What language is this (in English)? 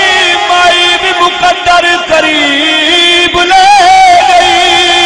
Saraiki